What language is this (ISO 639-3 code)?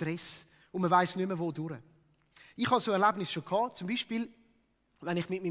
gsw